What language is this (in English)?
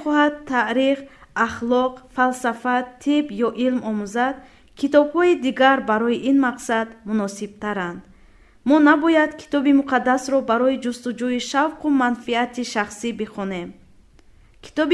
Tajik